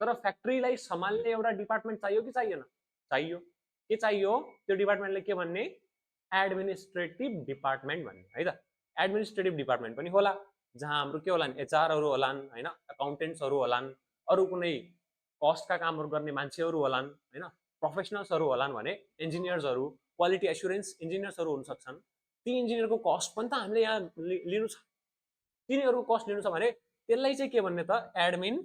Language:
Nepali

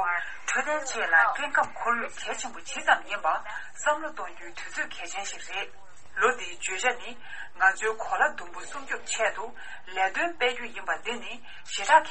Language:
Tibetan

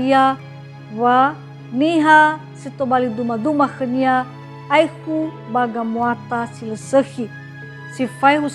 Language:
Nias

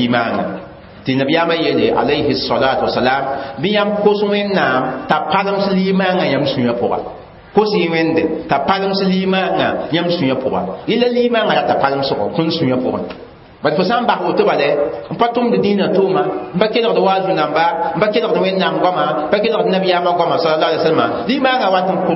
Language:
Mossi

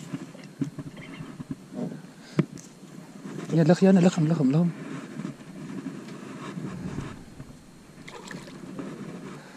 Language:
Afrikaans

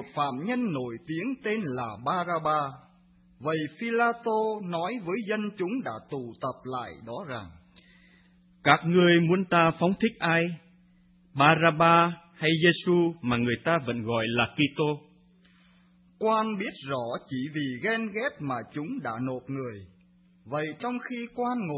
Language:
Vietnamese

